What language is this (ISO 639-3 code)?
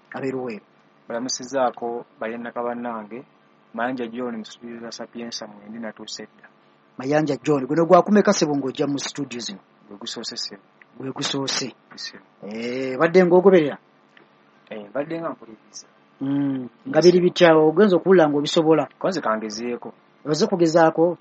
lug